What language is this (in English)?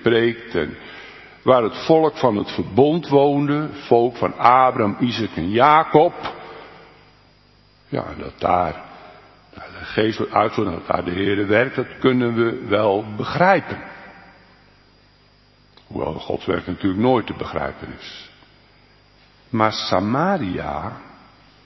Dutch